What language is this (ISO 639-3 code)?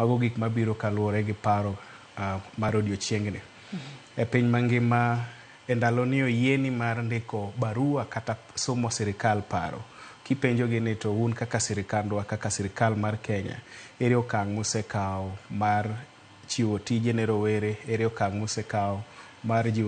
luo